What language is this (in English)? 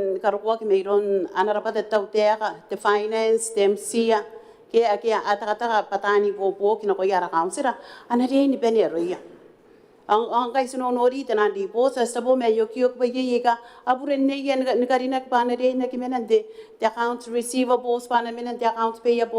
Gilbertese